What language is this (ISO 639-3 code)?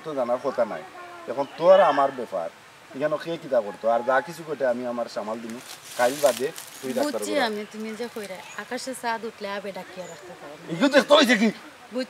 syl